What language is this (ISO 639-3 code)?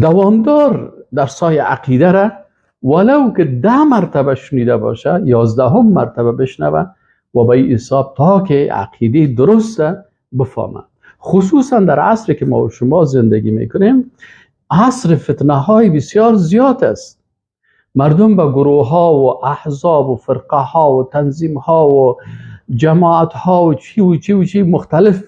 fas